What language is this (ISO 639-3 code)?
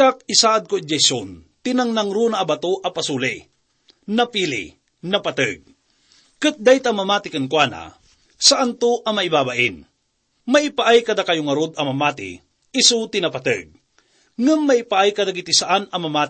ilo